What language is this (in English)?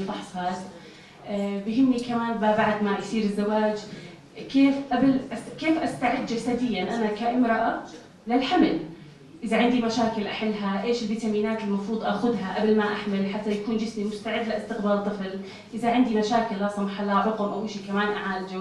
North Levantine Arabic